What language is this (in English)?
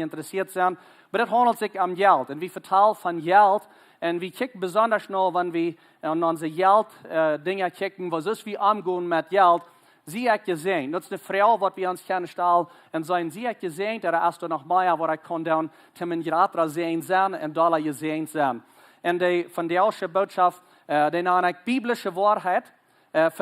Plautdietsch